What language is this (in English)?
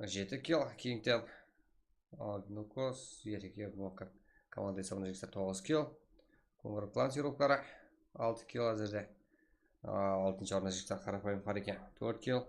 Kara-Kalpak